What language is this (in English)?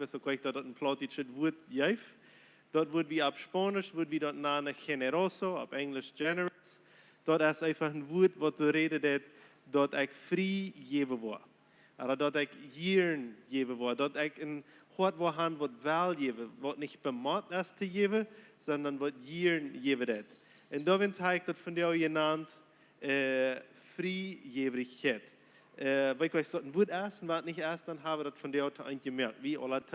Plautdietsch